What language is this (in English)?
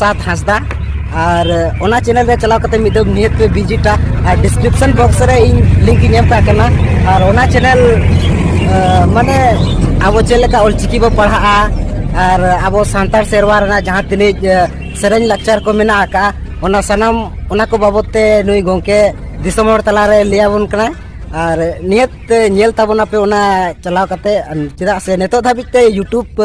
Santali